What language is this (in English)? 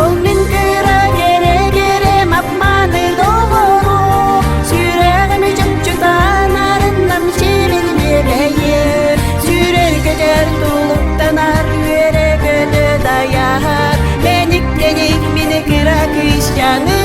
Yakut